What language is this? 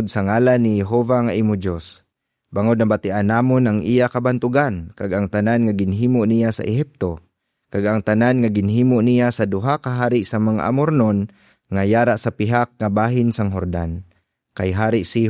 Hiligaynon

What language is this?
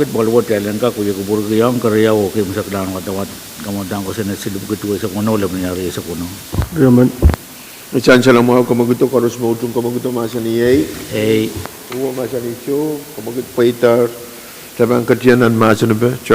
Pohnpeian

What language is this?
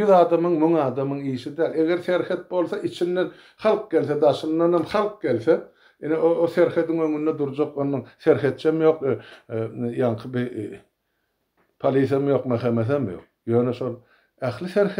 Turkmen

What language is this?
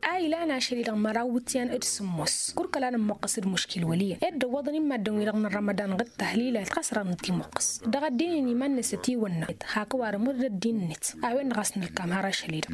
Tamasheq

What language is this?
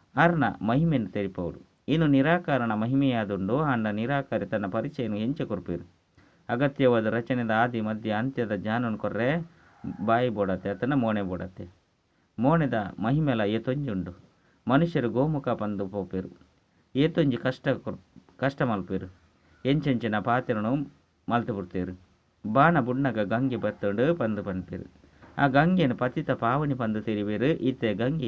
Tulu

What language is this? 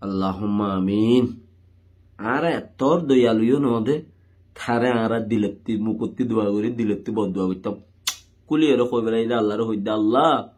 Rohingya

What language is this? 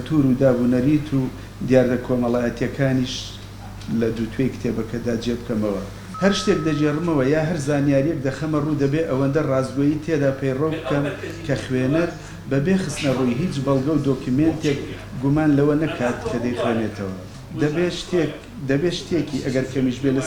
Central Kurdish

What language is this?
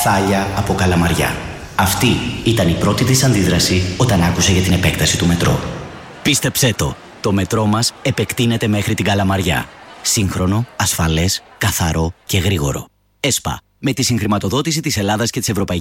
Greek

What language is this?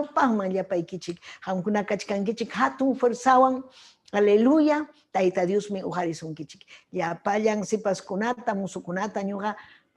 Ayacucho Quechua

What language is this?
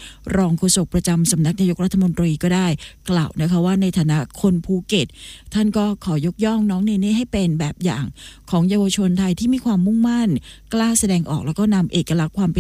Thai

